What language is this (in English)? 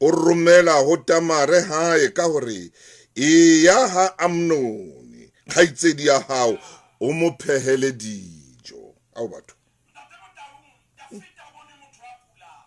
Southern Sotho